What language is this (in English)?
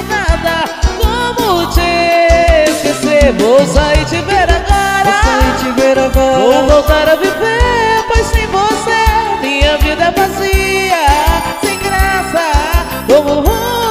Portuguese